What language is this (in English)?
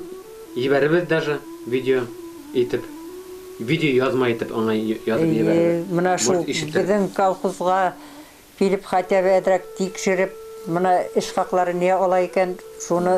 Bashkir